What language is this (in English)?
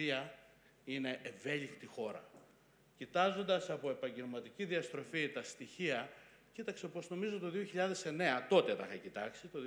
Greek